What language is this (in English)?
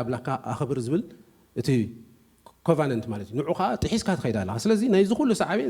Tigrinya